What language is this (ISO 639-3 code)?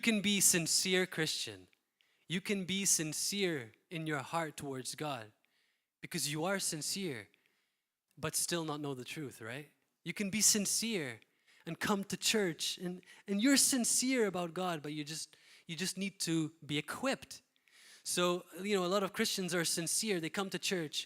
eng